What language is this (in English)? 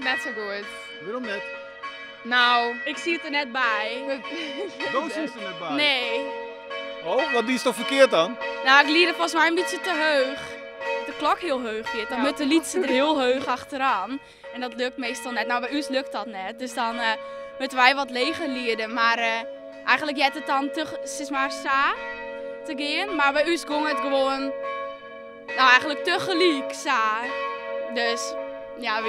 Western Frisian